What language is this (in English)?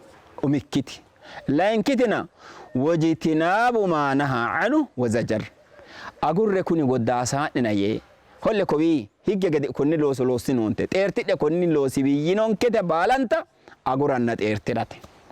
Sidamo